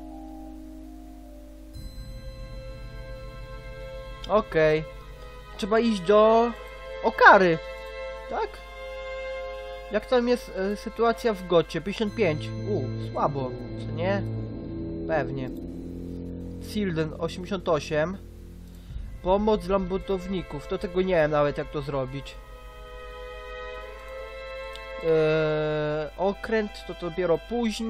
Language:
Polish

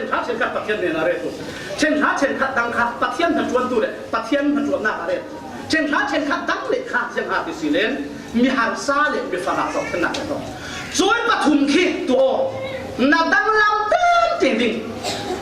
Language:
Falam Chin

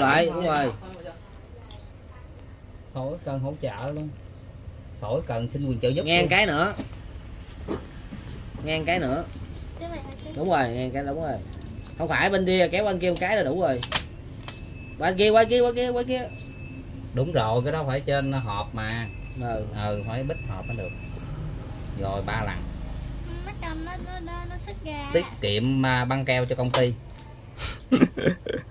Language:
Vietnamese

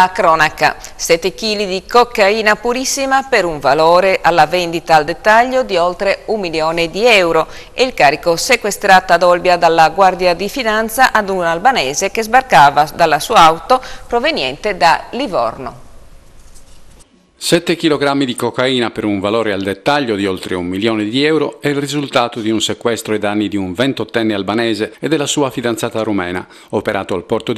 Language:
Italian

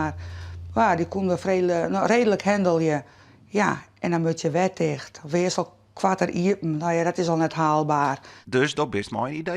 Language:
Western Frisian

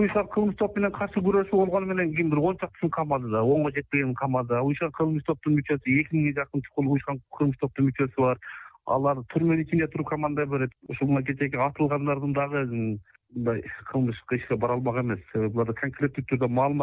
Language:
Kyrgyz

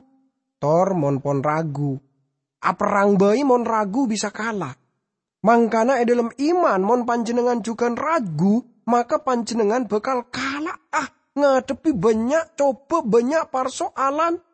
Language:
Madurese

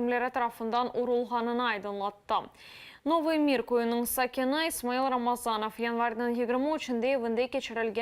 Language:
Crimean Tatar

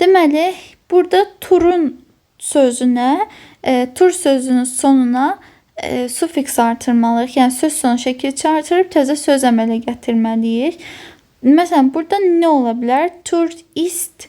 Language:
Azerbaijani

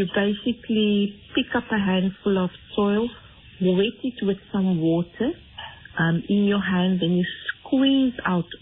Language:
English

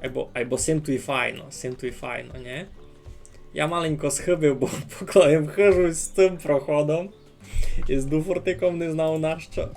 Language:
Rusyn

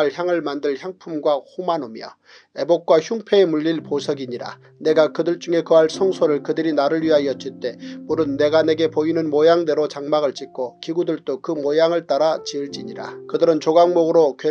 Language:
Korean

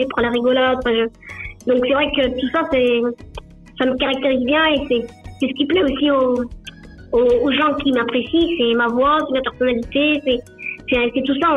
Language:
French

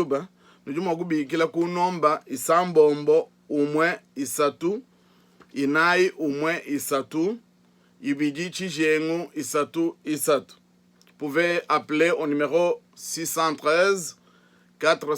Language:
Luba-Lulua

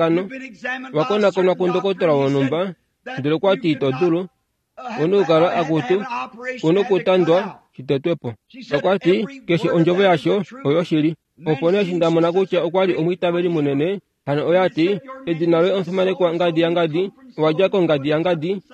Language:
Kuanyama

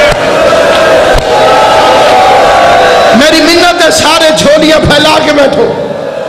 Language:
Urdu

